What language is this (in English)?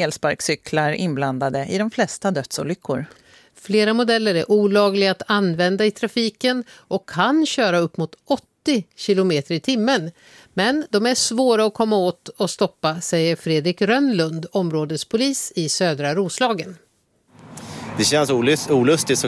Swedish